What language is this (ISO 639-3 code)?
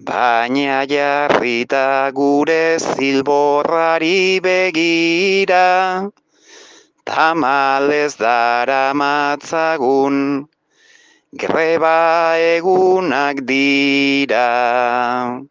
eus